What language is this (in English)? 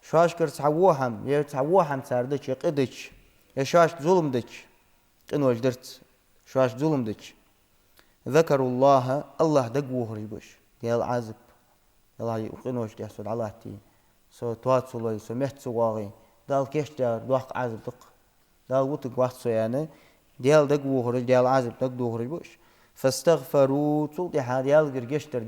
Ingush